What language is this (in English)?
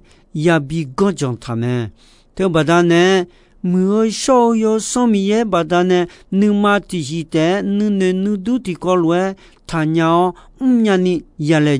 Akha